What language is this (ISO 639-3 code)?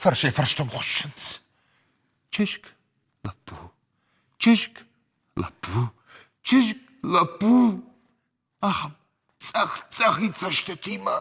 oss